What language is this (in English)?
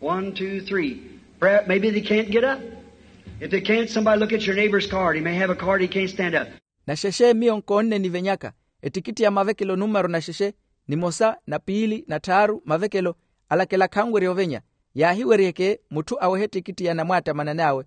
Makhuwa